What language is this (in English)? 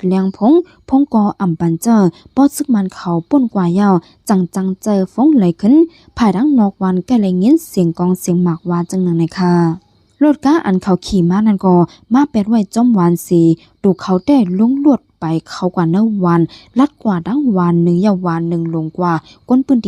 Shan